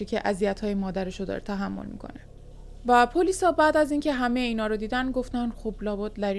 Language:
Persian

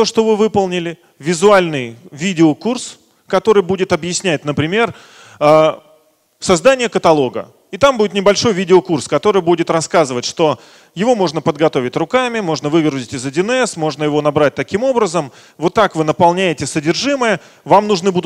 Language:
Russian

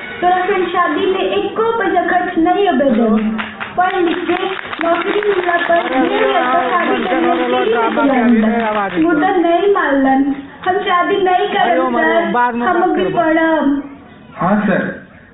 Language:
Magahi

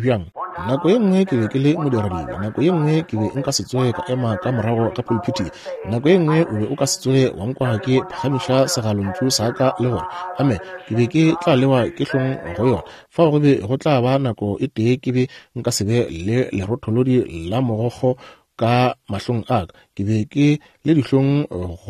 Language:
Northern Sotho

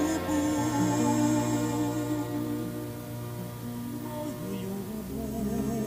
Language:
Serbian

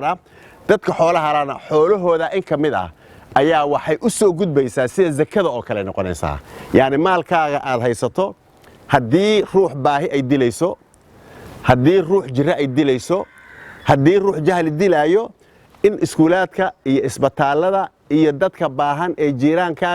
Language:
Somali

